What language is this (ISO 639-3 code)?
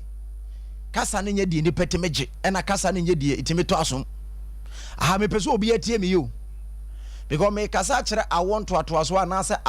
aka